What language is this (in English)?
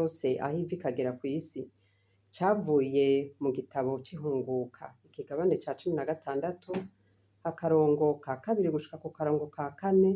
Rundi